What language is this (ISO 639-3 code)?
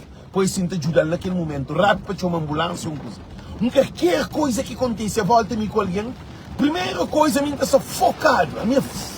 kea